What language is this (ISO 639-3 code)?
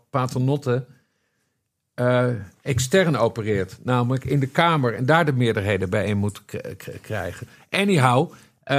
nld